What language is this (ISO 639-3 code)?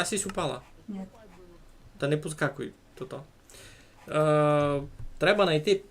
rue